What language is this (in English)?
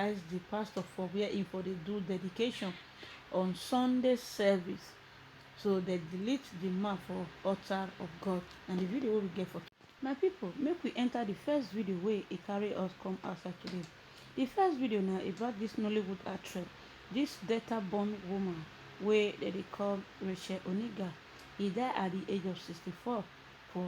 Nigerian Pidgin